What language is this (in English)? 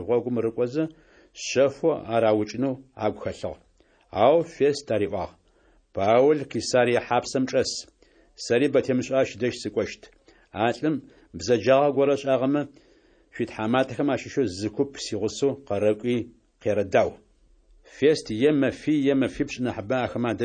Adyghe